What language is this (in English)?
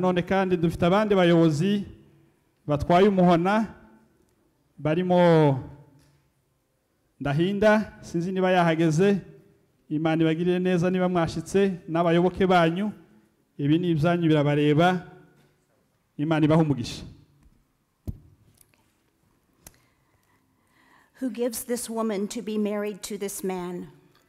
Kinyarwanda